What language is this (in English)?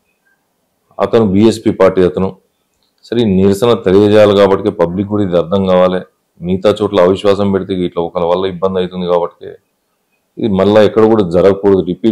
Telugu